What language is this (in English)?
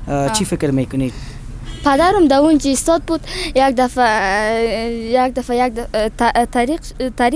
Persian